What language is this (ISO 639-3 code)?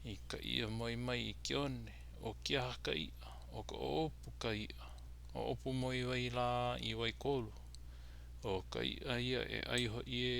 haw